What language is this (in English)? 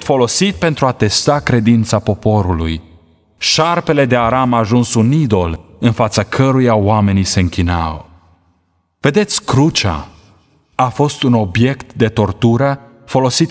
Romanian